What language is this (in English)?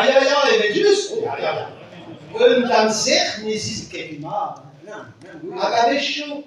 Breton